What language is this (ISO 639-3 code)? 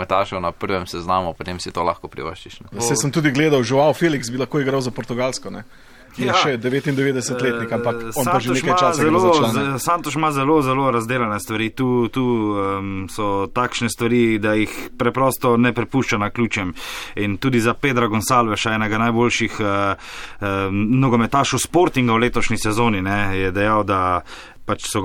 slv